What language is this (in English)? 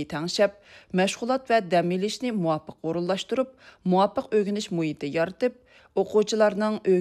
Uyghur